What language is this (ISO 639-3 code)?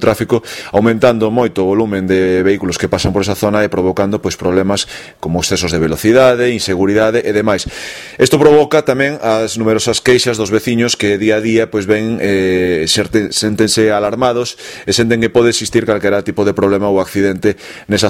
glg